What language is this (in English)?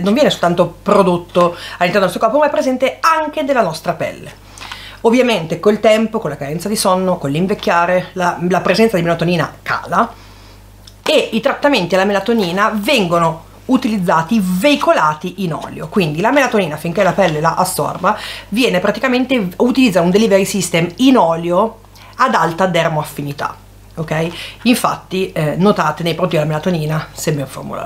Italian